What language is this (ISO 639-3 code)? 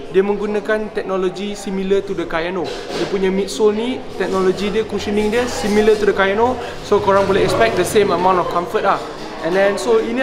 msa